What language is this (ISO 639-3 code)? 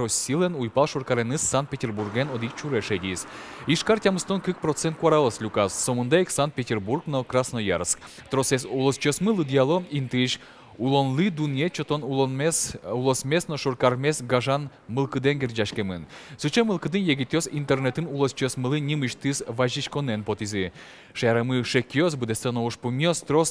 udm